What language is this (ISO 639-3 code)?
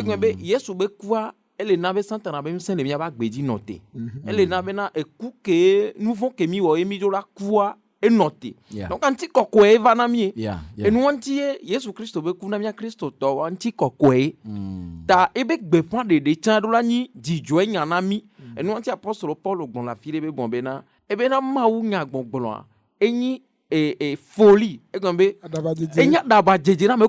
ewe